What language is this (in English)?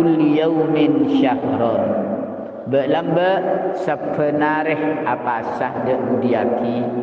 Madurese